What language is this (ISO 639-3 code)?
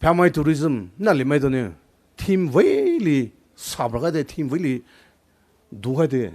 pmx